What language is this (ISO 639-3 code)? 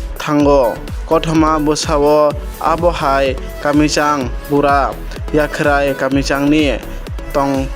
trp